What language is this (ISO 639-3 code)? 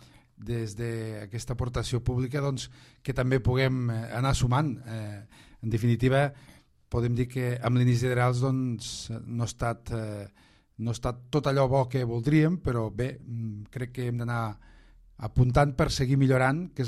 cat